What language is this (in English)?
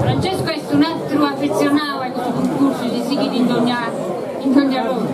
Sardinian